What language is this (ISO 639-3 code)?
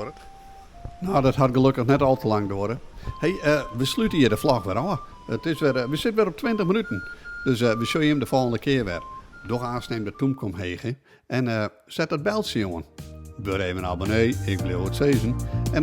fry